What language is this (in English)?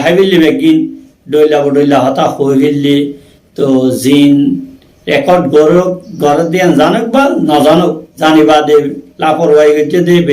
Rohingya